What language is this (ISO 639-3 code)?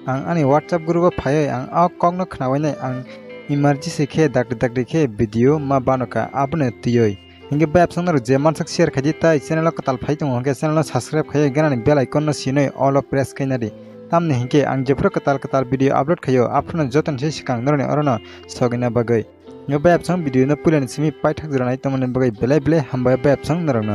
trp